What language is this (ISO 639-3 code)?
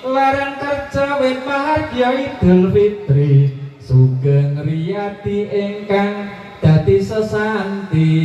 jav